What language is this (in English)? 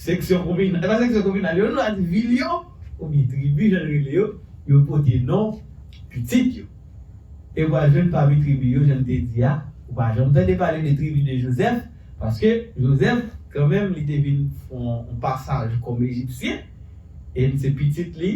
Haitian Creole